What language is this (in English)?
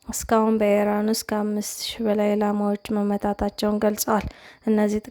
Amharic